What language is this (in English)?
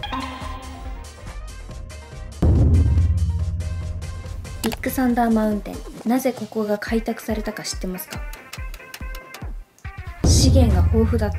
Japanese